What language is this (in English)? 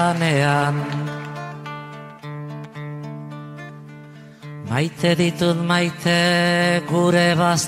Basque